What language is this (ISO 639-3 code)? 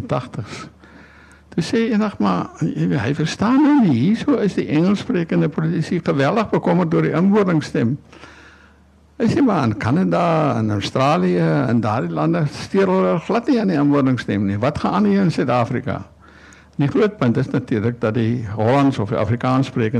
afr